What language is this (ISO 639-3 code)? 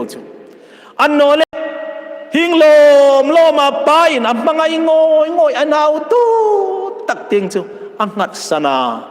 hmr